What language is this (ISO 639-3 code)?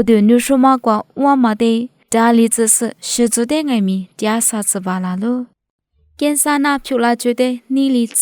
lis